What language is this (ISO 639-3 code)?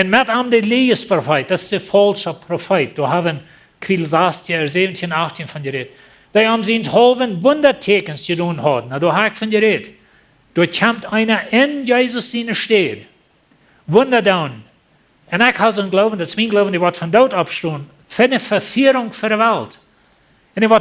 pdt